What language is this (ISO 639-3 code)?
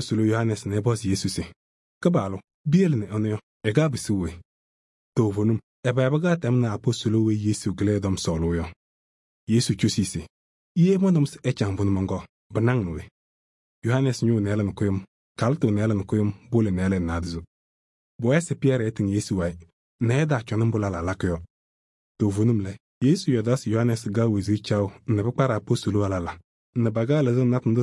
kbp